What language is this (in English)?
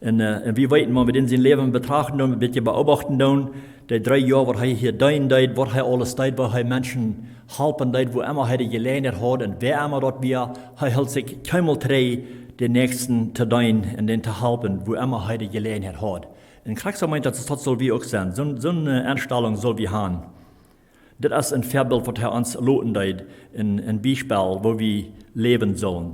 Plautdietsch